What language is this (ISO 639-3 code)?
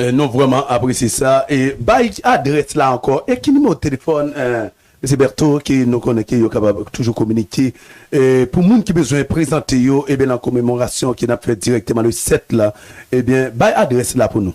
hat